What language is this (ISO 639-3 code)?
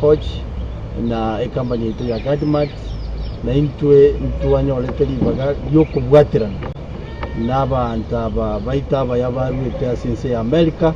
guz